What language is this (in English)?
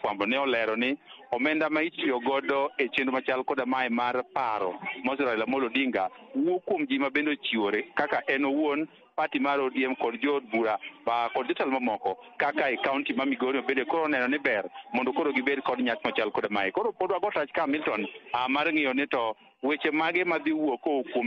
Luo (Kenya and Tanzania)